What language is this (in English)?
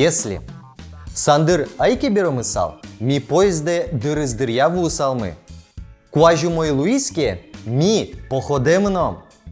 Udmurt